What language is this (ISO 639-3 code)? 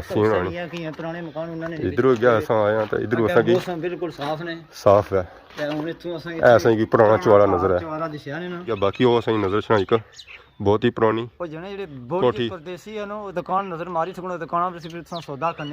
phr